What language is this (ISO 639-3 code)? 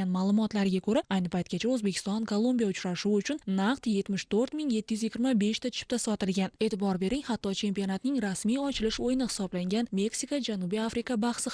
uzb